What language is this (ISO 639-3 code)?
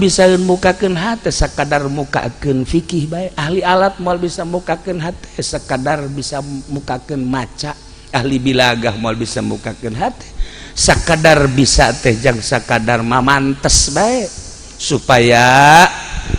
sun